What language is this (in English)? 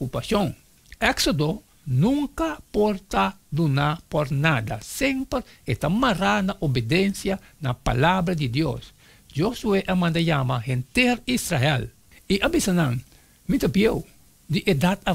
Papiamento